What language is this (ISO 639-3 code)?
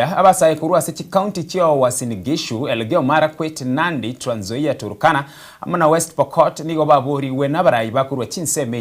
guz